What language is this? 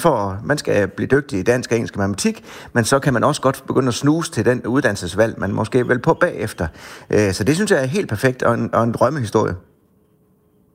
Danish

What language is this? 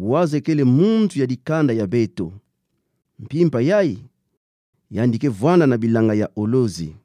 Kituba (Democratic Republic of Congo)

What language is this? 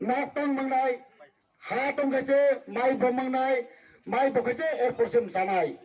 Kok Borok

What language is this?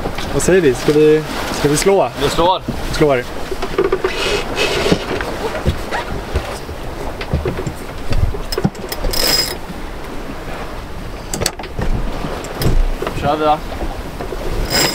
Swedish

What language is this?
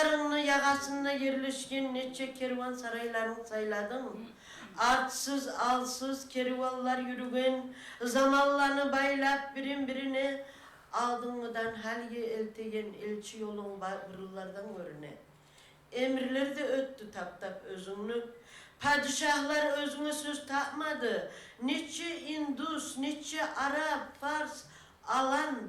Kumyk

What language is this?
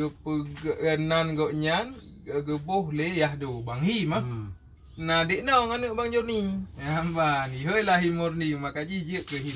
Achinese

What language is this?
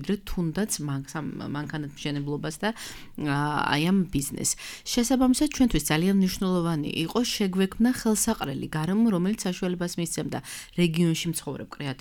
Georgian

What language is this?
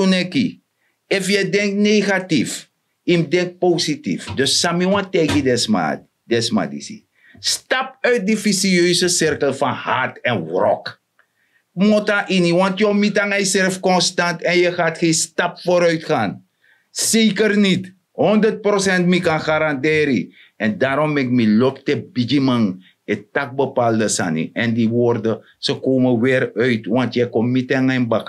Sranan Tongo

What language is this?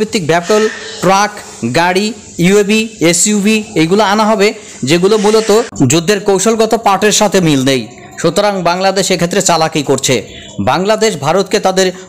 Bangla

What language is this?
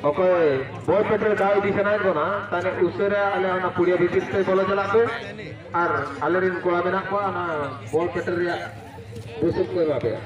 Santali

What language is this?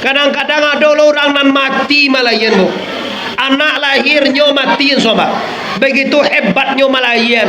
Minangkabau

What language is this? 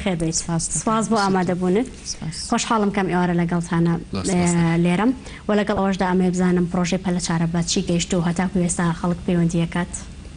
Central Kurdish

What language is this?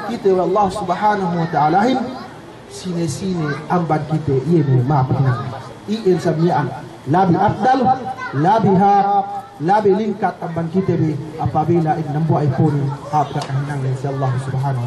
Yakan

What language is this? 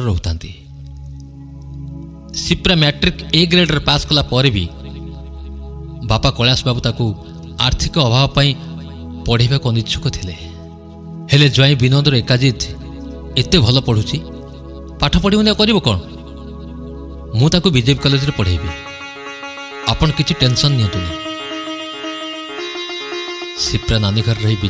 Odia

